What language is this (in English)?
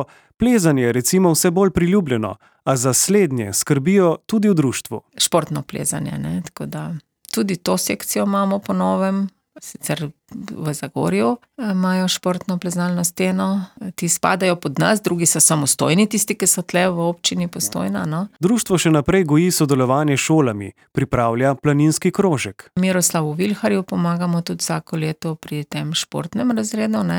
Slovenian